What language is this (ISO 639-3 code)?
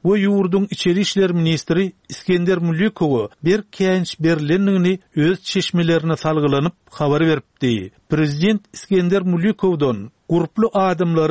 tuk